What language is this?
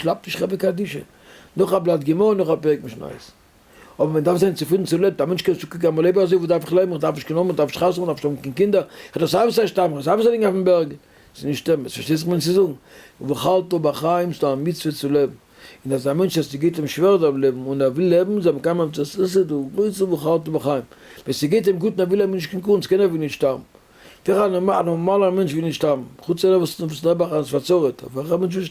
Yiddish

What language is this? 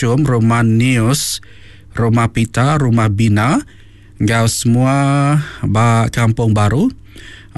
Iban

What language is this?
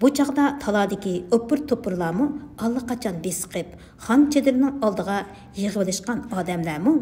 Uyghur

